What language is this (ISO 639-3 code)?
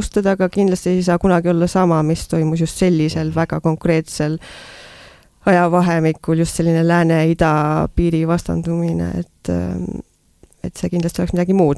est